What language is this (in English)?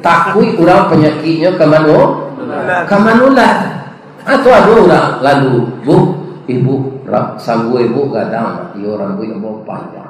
Minangkabau